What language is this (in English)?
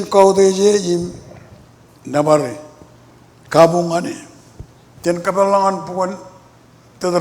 Marshallese